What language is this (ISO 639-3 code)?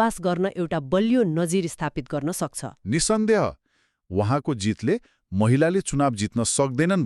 nep